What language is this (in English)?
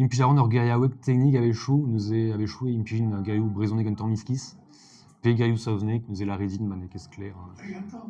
Breton